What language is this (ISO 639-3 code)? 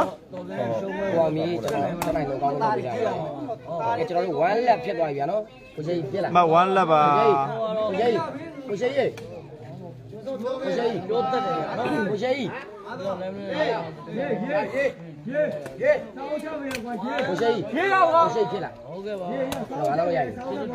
mya